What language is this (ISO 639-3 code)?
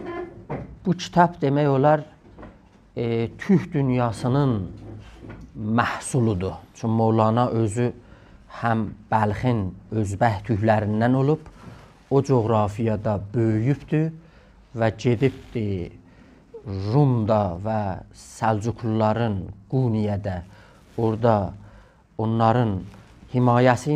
azb